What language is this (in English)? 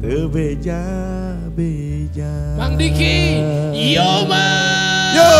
Sundanese